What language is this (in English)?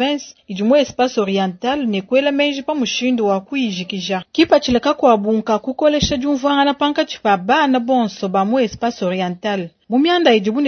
Luba-Lulua